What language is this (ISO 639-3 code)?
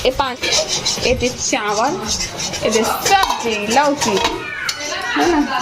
hne